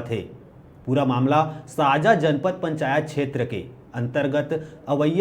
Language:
Chhattisgarhi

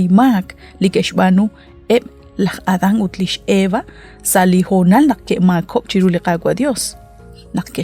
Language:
Kekchí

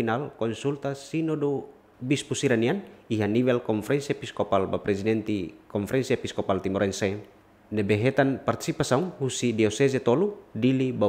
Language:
Tetum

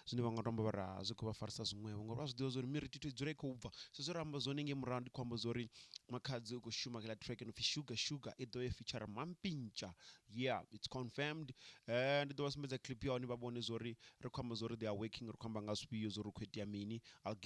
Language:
Venda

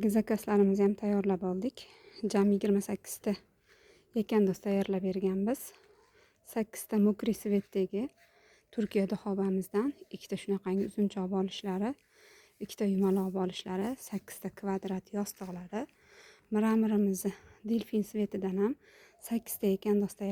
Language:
Uzbek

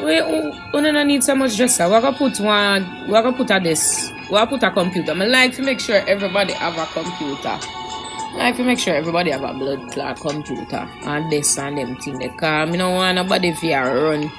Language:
Jamaican Creole English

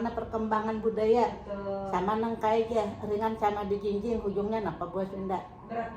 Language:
Banjar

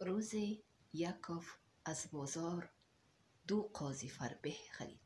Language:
Tajik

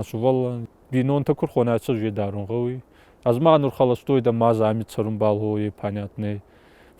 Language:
Ossetic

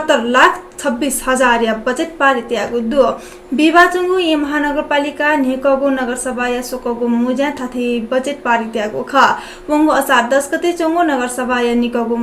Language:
Newari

